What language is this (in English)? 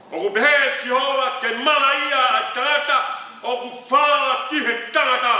Tongan